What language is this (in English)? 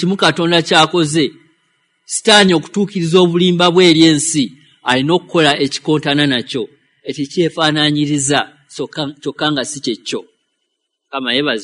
Ganda